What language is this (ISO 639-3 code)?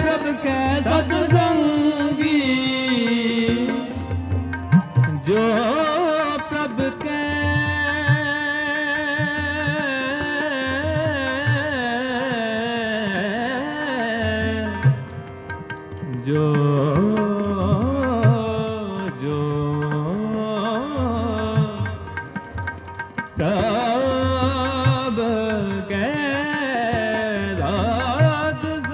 pan